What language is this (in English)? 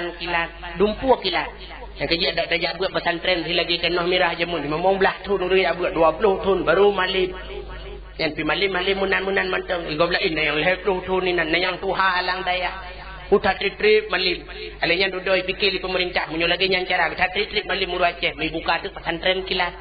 Achinese